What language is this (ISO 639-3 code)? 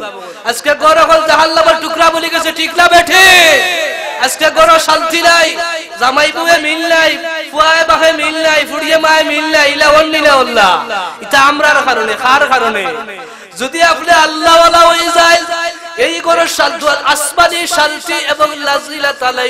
syl